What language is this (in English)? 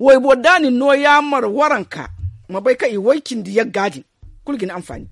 Zarma